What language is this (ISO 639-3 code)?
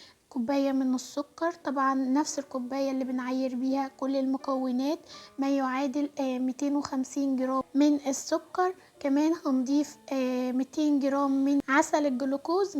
arz